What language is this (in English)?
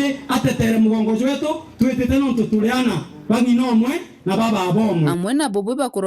Meru